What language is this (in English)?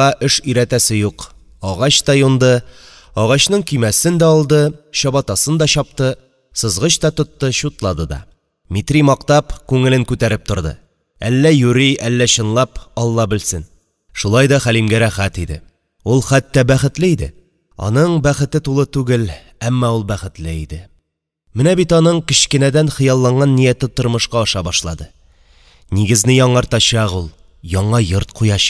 Tatar